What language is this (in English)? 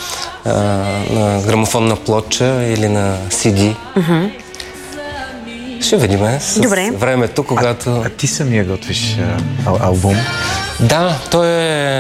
Bulgarian